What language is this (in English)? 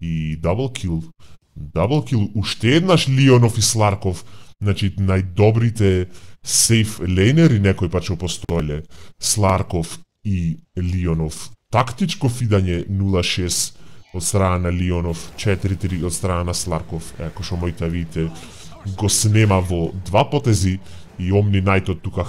Macedonian